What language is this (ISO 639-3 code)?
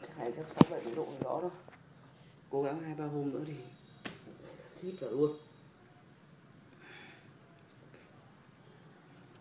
vie